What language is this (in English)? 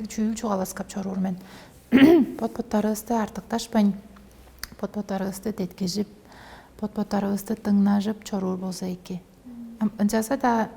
Tuvinian